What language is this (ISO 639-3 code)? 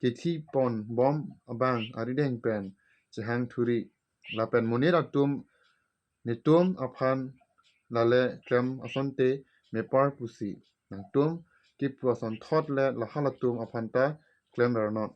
mjw